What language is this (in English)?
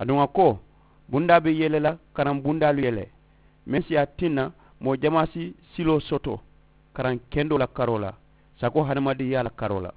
Mandingo